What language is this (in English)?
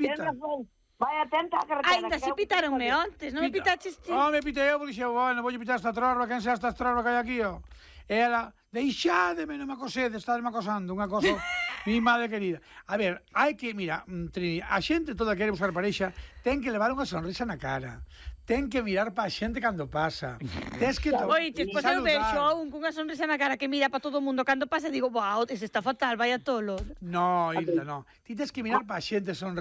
Galician